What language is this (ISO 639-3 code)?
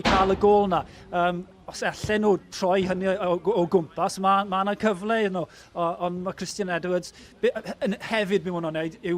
cym